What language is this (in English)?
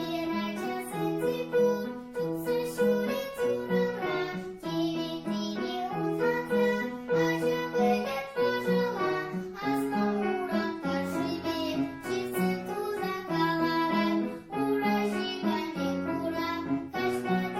Chuvash